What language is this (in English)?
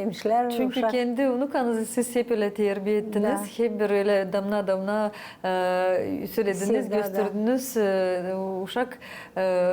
Gagauz